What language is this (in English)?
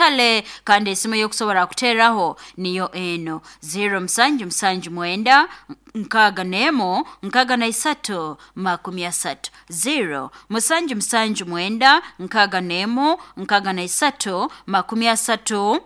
Nyoro